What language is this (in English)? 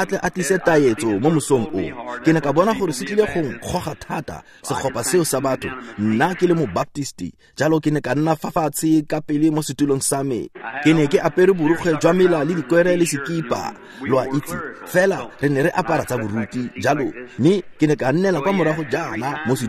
Tswana